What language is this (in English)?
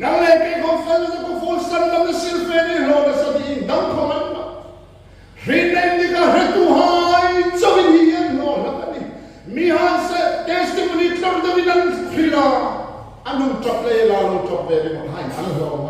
Hmar